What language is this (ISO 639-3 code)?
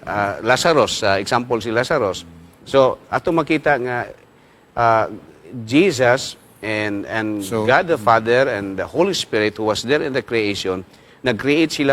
ceb